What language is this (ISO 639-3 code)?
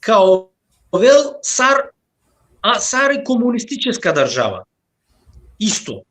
rmn